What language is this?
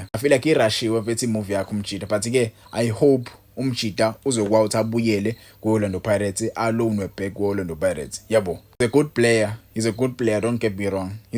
Zulu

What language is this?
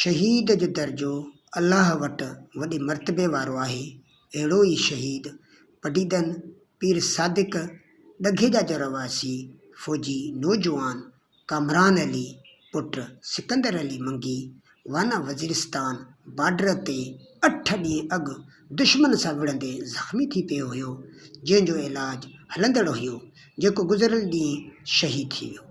Sindhi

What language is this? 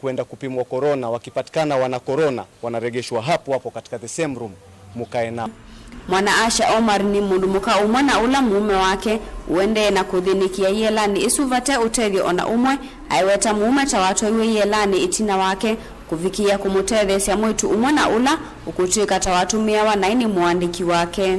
Kamba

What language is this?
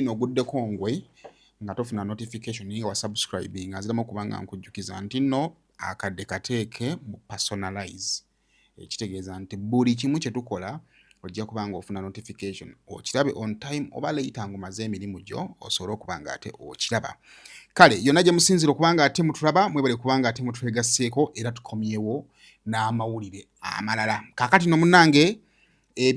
Ganda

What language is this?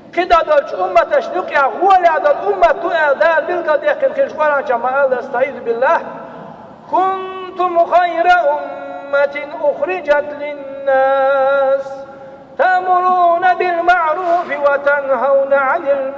Chechen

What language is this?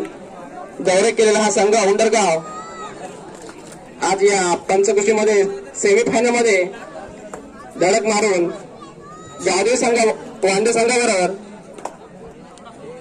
Marathi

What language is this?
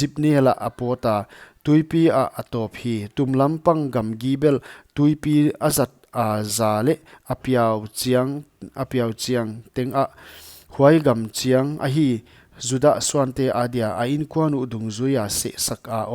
Paite Chin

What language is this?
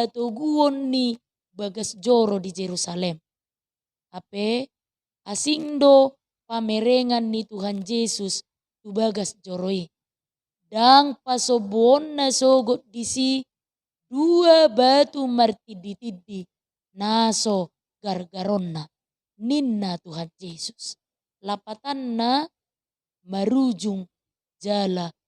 Batak Toba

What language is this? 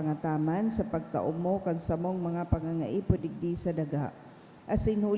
Bikol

